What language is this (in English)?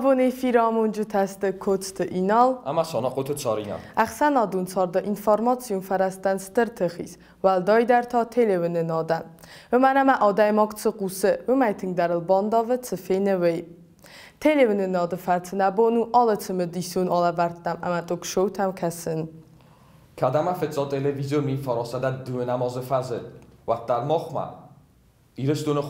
Ossetic